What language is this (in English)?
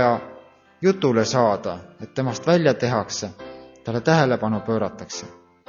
Estonian